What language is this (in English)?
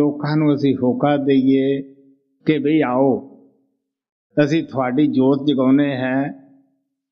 Punjabi